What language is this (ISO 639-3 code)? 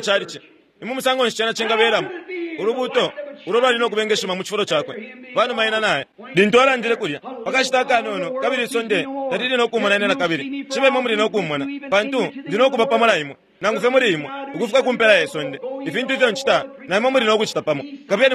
bem